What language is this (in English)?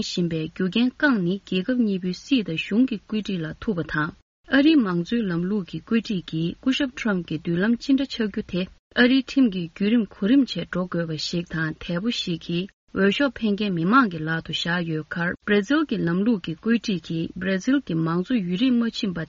Tibetan